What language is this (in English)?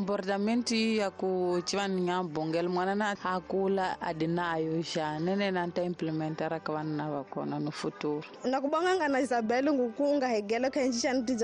Tsonga